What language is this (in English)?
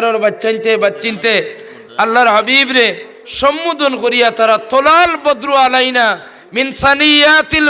Sylheti